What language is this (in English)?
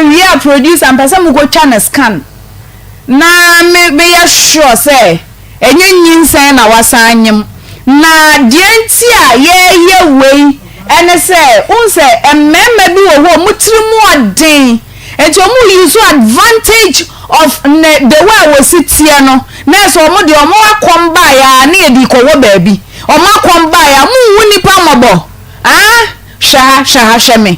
Akan